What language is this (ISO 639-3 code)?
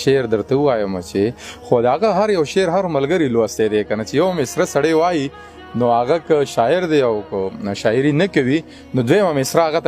pus